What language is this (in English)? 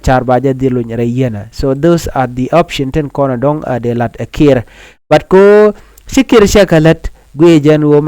Nuer